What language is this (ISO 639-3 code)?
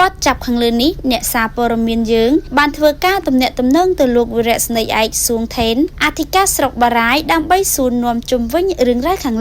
khm